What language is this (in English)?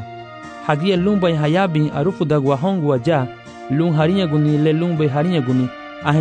Garifuna